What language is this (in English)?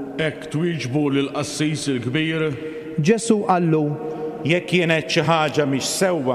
Maltese